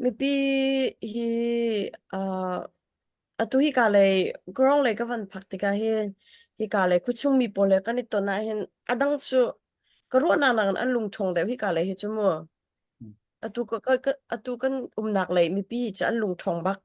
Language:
Hakha Chin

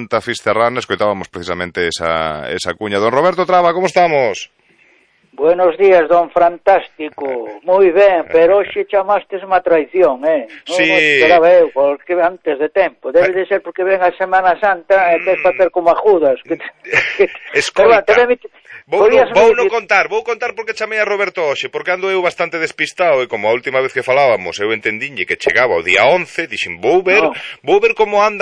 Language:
Galician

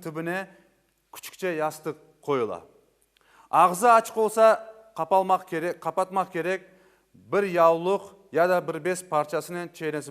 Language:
Crimean Tatar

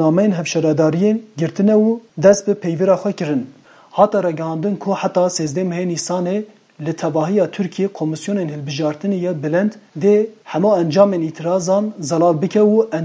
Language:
Kurdish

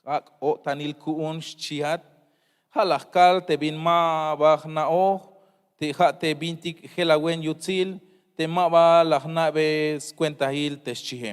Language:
Tzeltal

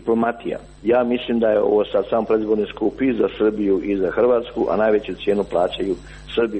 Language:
Croatian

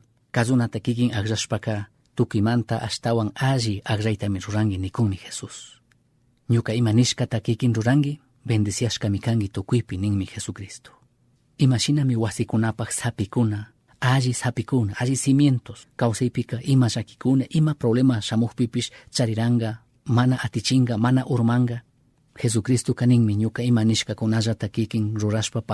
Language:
Chimborazo Highland Quichua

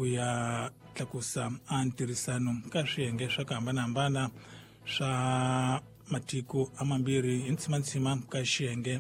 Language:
Tsonga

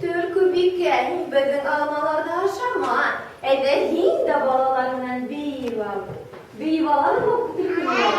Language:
Bashkir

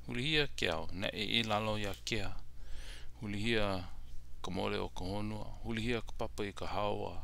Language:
Hawaiian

